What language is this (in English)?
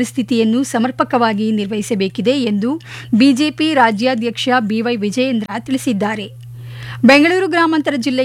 Kannada